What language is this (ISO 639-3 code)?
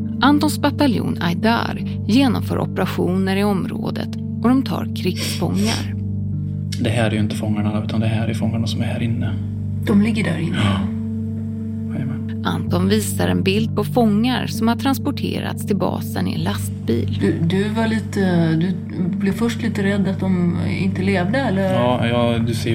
swe